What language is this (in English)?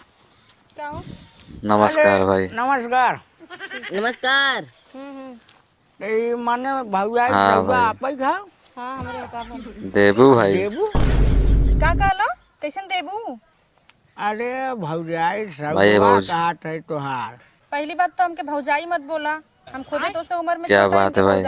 Awadhi